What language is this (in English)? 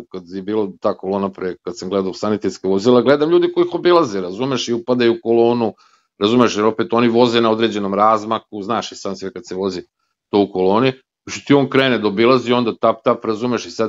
Serbian